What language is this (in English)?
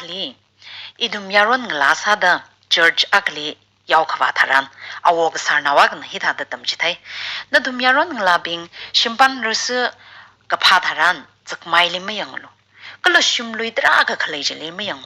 Tangkhul Naga (India)